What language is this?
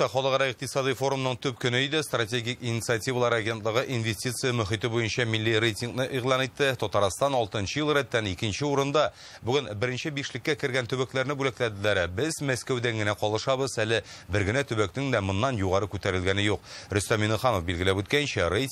Tatar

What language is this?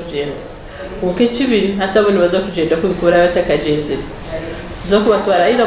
Nyankole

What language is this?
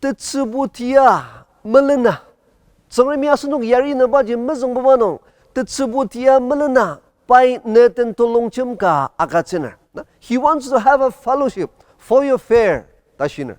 Ao Naga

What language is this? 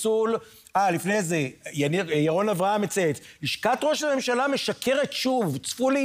Hebrew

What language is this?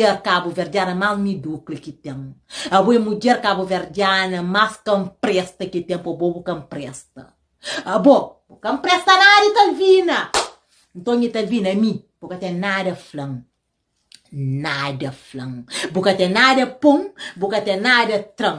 Kabuverdianu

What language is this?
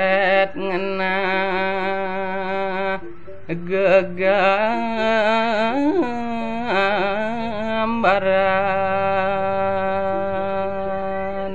Balinese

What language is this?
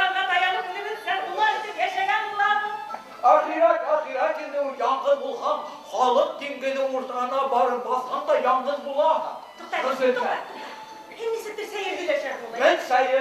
Bashkir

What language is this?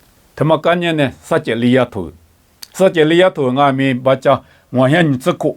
Lisu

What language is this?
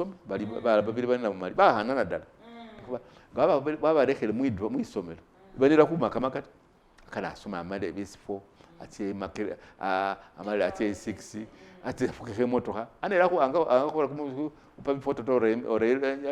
Masaaba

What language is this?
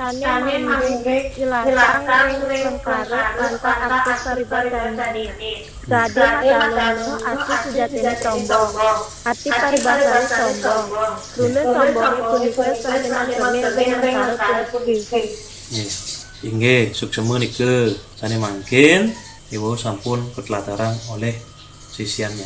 Balinese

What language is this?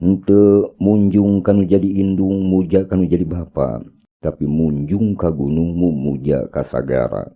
Sundanese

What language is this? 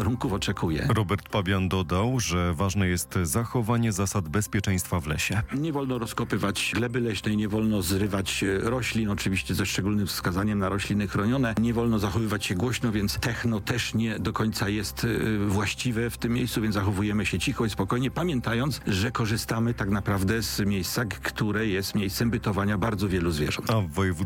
Polish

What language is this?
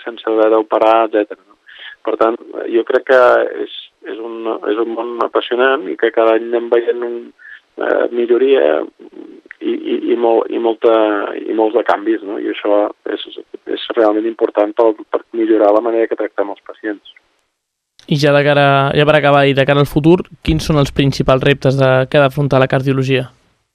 Catalan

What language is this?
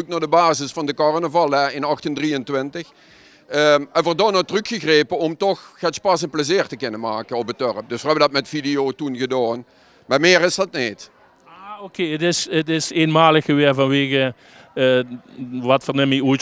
Limburgish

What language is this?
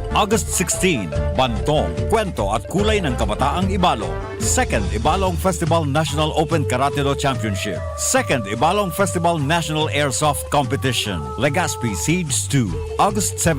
Bikol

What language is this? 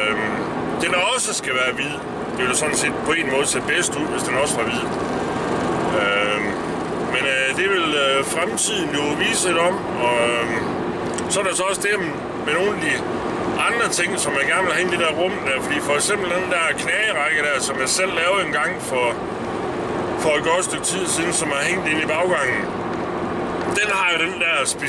Danish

